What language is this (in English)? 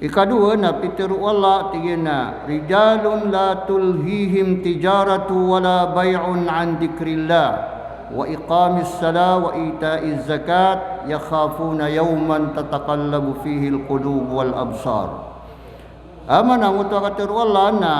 Maranao